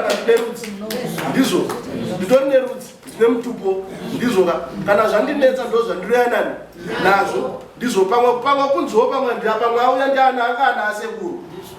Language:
Shona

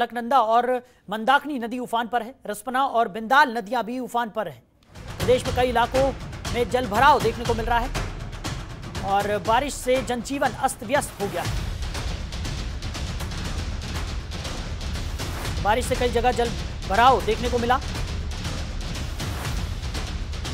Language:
Hindi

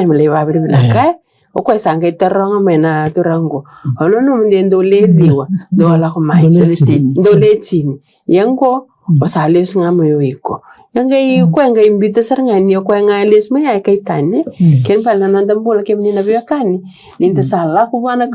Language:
Fijian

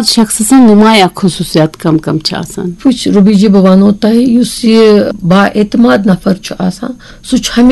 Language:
Kashmiri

